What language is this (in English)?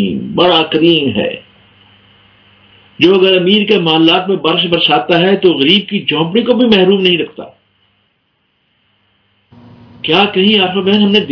Urdu